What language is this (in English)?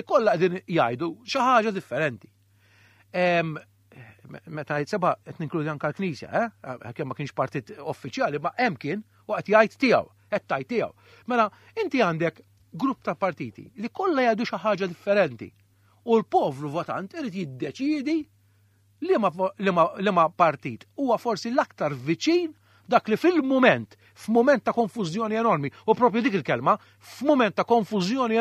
Maltese